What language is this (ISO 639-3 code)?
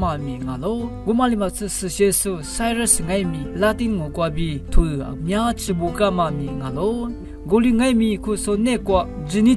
lis